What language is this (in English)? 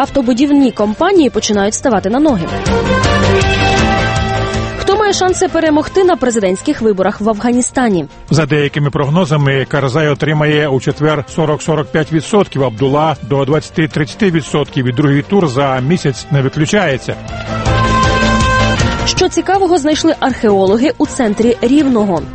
Ukrainian